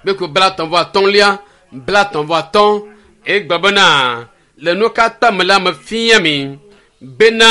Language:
Ewe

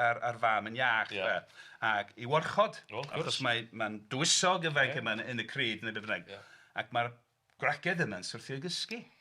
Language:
Welsh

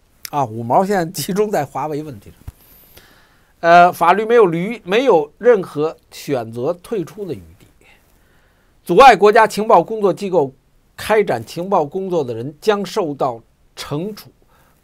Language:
Chinese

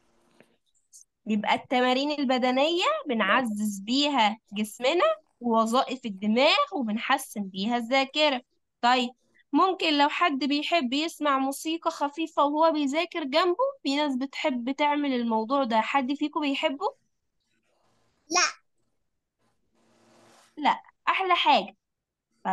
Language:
Egyptian Arabic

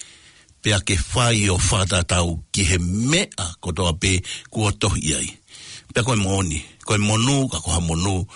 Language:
Tongan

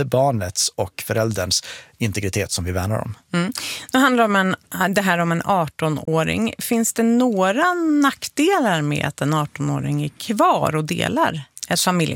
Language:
Swedish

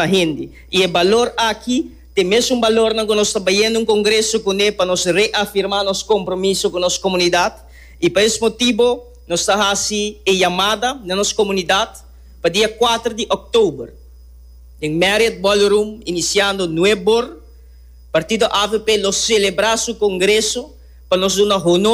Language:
Papiamento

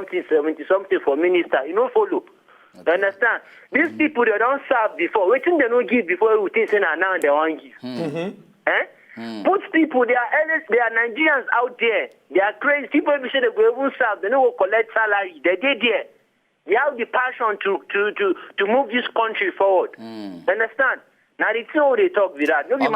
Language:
Nigerian Pidgin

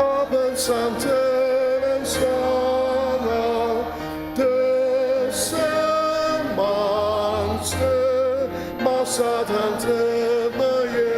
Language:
Ao Naga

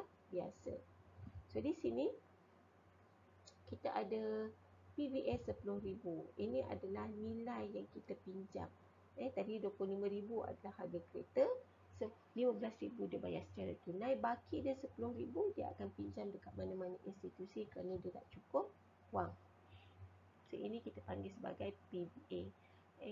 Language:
Malay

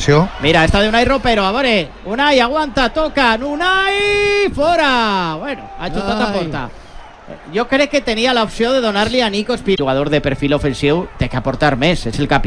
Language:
Catalan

